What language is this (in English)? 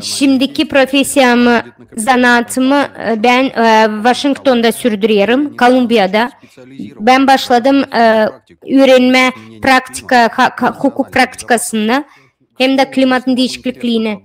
Gagauz